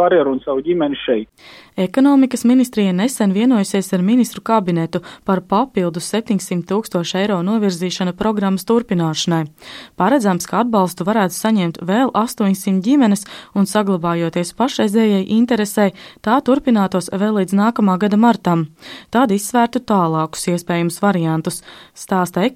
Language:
Latvian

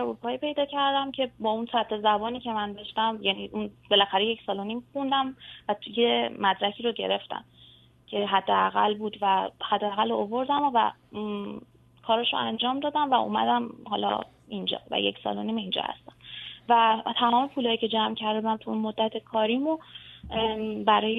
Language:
Persian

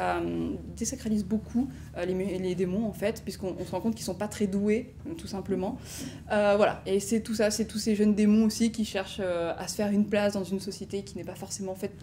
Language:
French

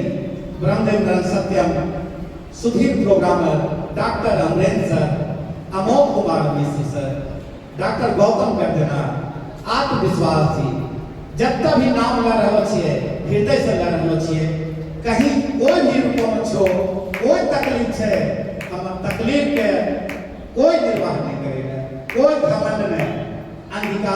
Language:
Angika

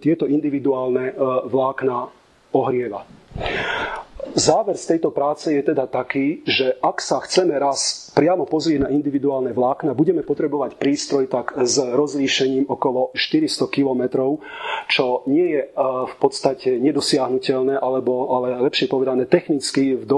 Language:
Slovak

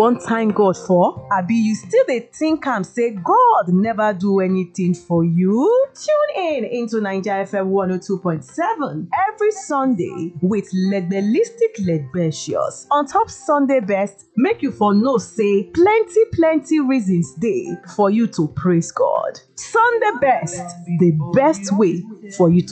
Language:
Nigerian Pidgin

